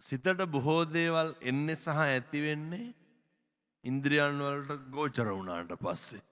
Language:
Sinhala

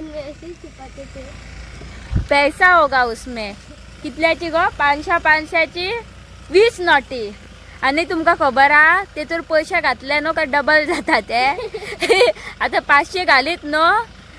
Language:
Konkani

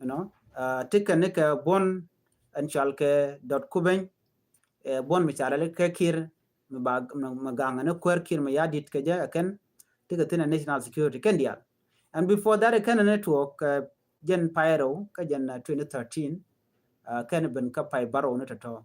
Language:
Nuer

